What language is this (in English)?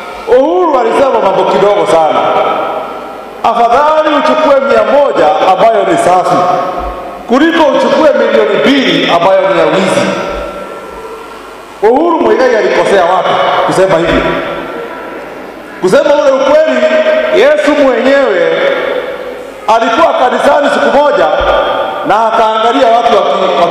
Swahili